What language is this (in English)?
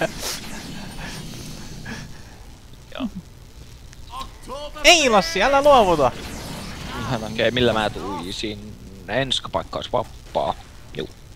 Finnish